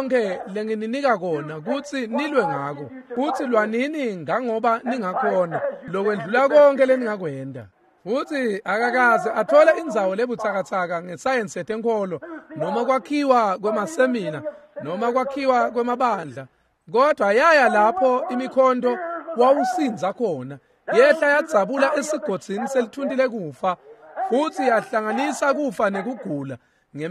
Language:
Swati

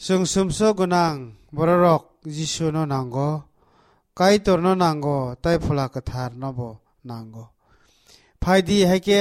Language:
Kok Borok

